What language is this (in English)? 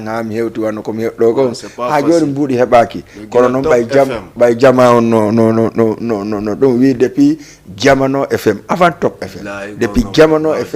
Fula